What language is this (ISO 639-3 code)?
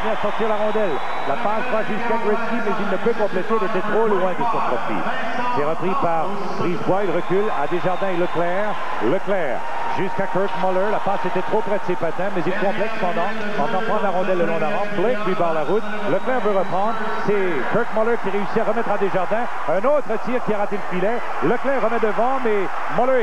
fra